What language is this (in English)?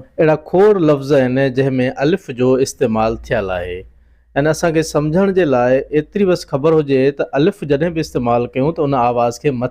Sindhi